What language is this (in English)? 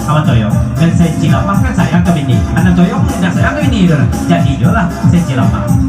Minangkabau